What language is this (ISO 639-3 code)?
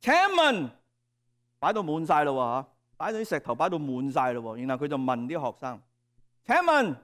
yue